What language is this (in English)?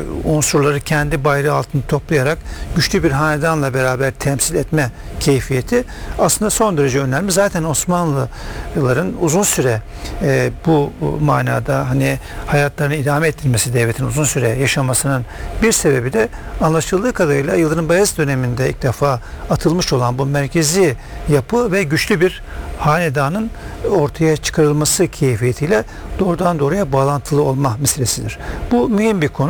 Turkish